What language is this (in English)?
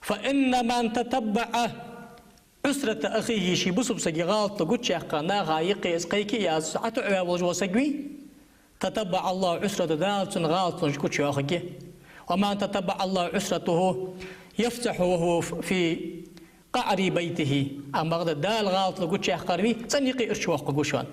Ingush